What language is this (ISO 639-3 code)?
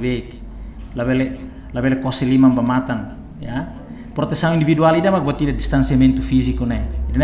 tet